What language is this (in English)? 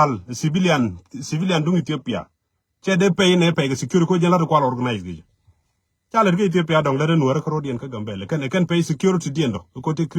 Nuer